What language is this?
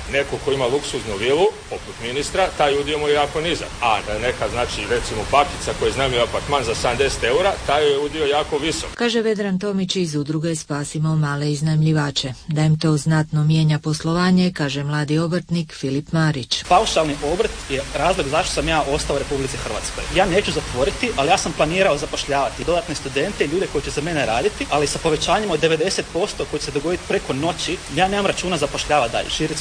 Croatian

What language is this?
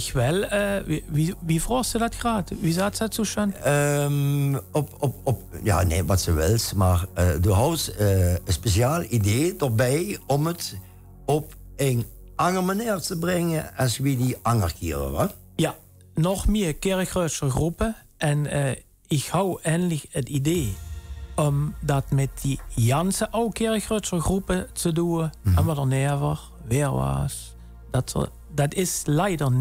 Limburgish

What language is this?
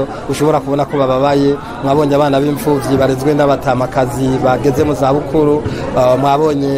Rundi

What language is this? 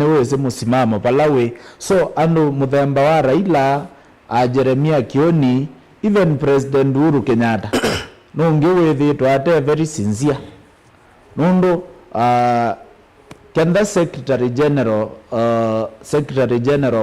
Kamba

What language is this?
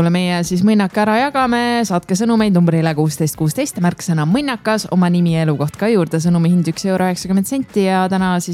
Estonian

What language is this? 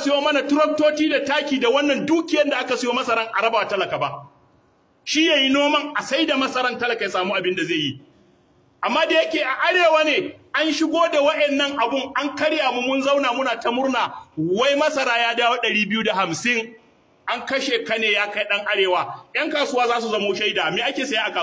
Hausa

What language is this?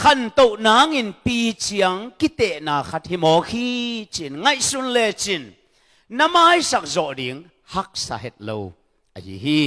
Tedim Chin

